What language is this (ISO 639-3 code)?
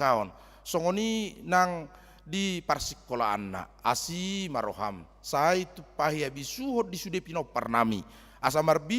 bbc